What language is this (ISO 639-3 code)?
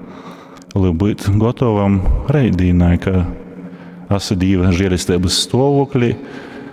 ltg